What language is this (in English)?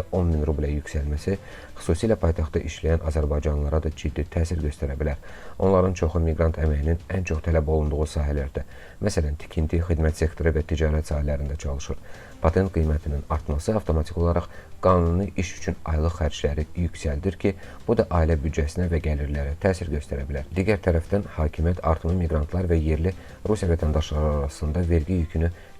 Azerbaijani